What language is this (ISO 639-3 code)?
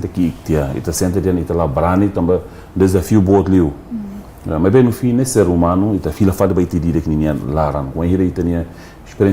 tet